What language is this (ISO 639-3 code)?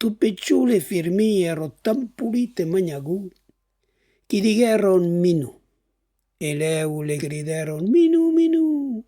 oci